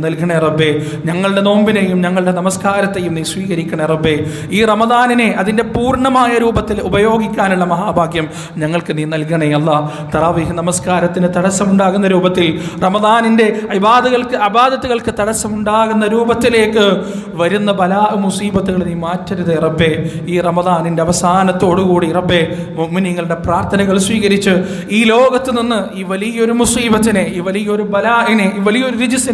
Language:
Malayalam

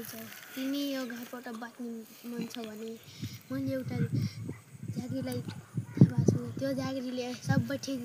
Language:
Nepali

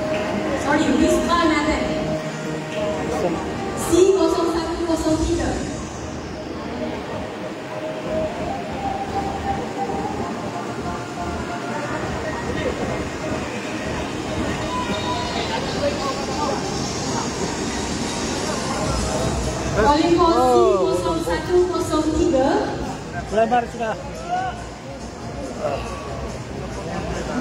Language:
Malay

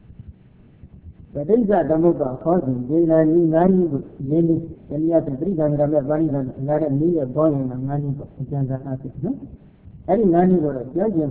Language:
Burmese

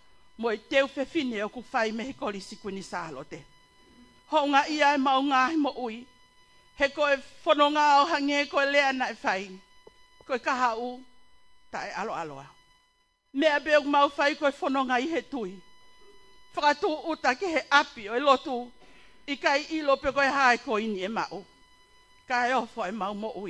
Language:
Tongan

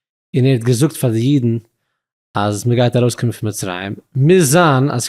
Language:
Yiddish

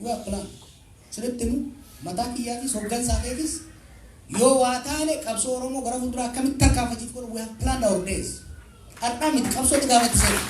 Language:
Oromo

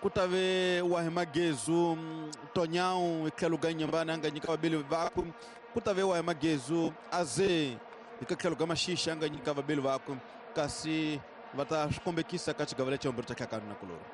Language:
Tsonga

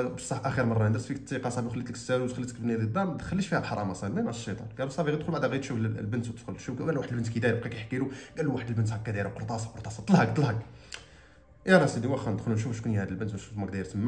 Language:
Moroccan Arabic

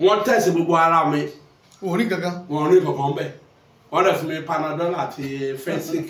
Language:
Yoruba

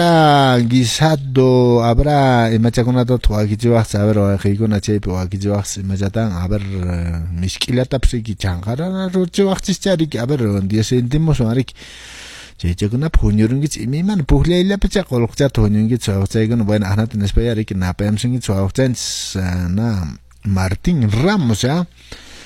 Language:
Quechua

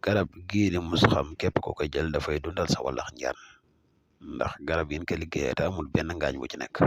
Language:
Wolof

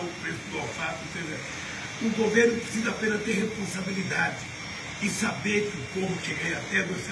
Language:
Portuguese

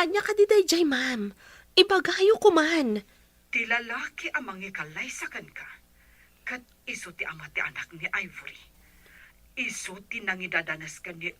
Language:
Iloko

